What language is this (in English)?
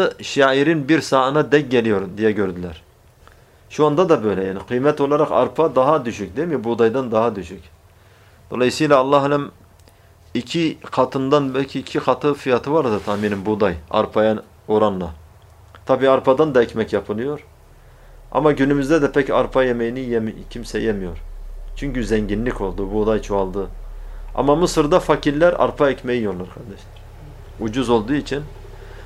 Turkish